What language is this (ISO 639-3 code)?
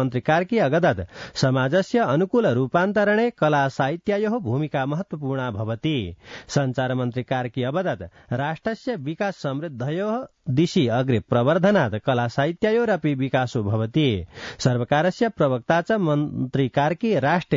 san